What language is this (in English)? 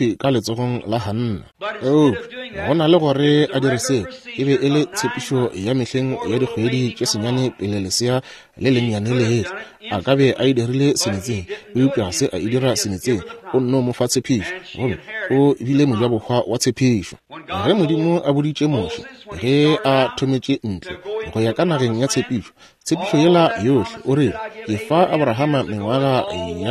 Northern Sotho